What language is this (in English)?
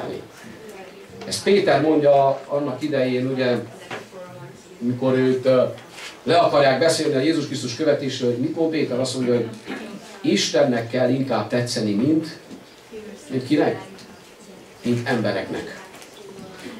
Hungarian